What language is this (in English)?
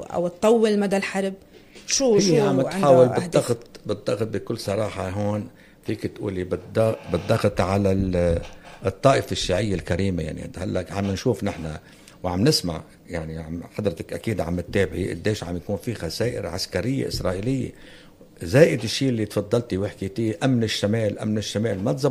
North Levantine Arabic